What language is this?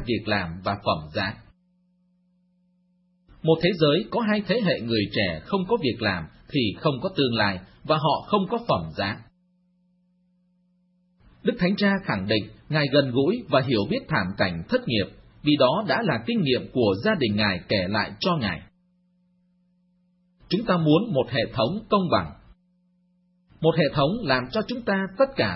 Vietnamese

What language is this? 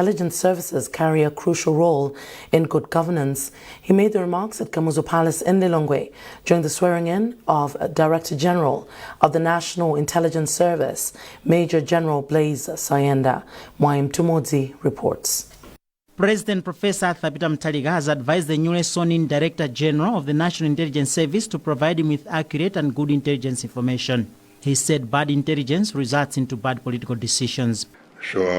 English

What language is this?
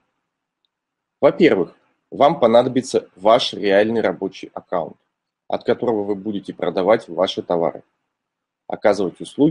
Russian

